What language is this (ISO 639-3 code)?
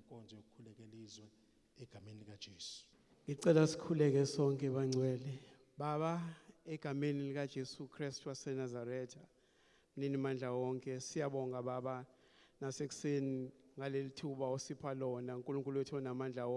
zul